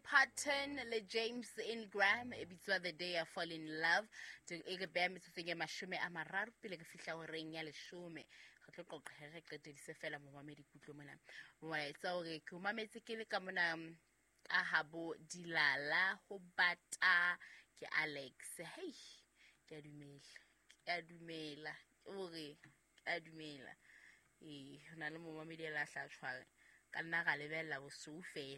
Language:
Southern Sotho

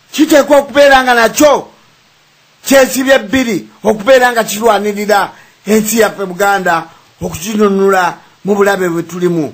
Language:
Ganda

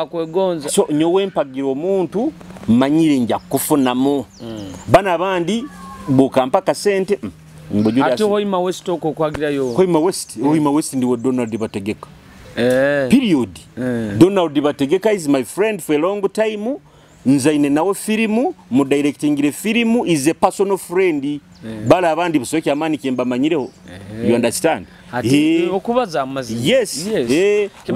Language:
Nyoro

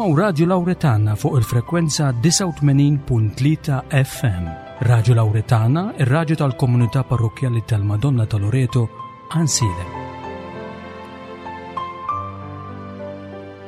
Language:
Maltese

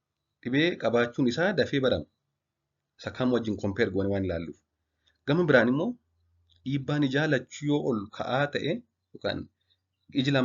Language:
Oromo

